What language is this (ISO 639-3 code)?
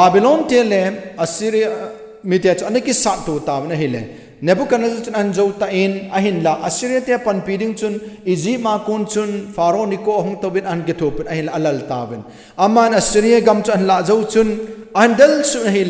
tcz